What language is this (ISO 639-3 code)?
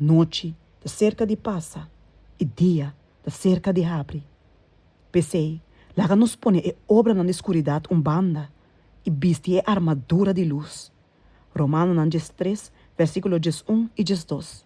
pap